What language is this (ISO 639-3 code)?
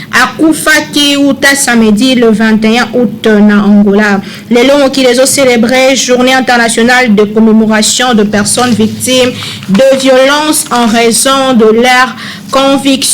lin